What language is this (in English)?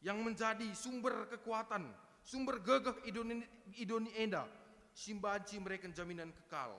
Batak Karo